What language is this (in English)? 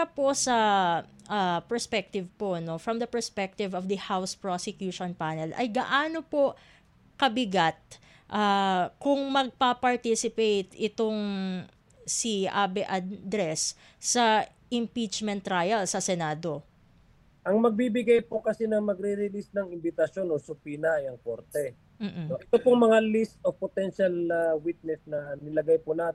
Filipino